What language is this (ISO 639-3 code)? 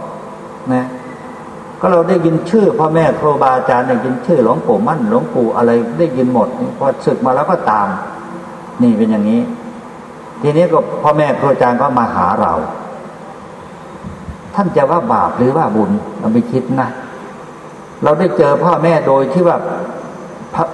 tha